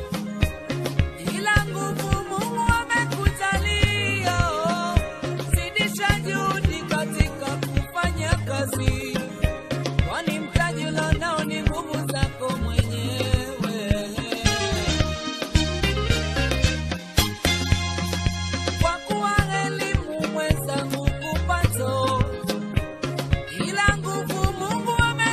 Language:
Swahili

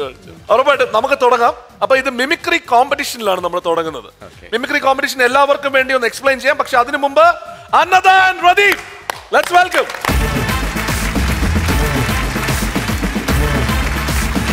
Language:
Malayalam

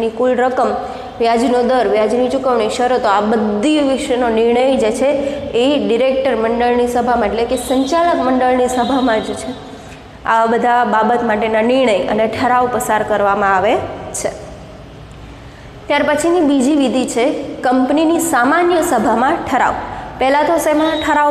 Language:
Gujarati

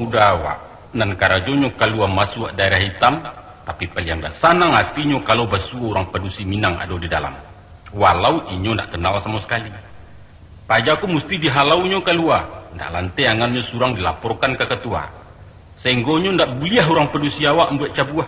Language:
Minangkabau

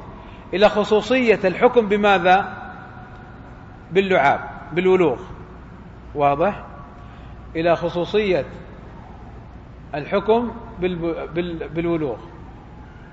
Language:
Arabic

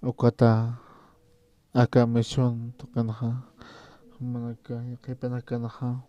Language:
Aymara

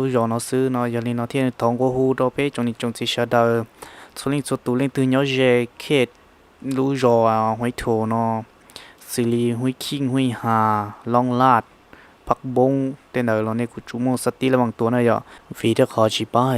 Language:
Hmong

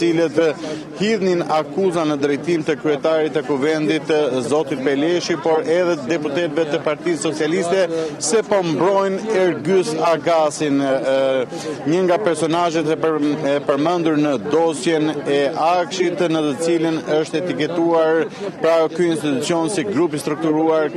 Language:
Albanian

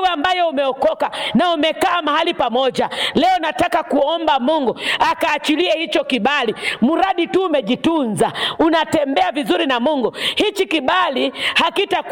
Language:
Swahili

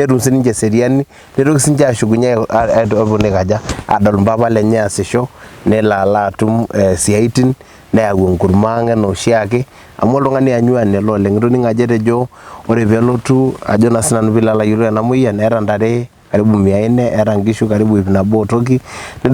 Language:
Masai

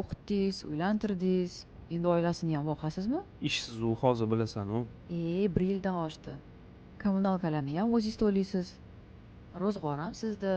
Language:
Uzbek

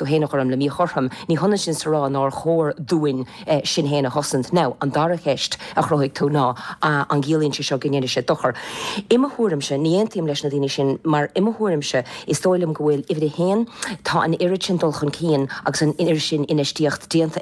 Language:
Irish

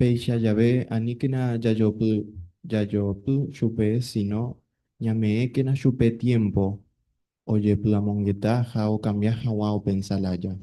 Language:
Guarani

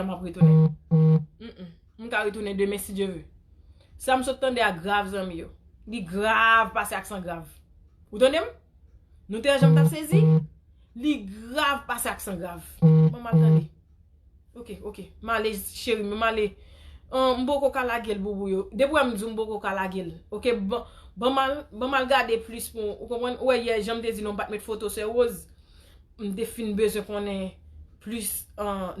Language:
Haitian Creole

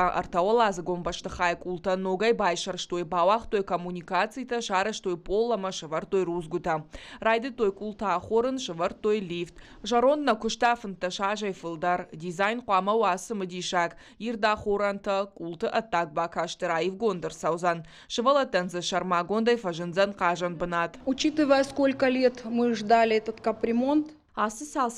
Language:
Ossetic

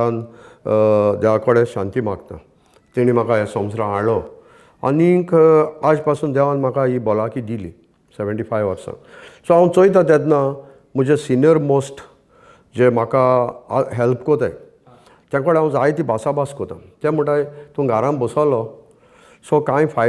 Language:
Konkani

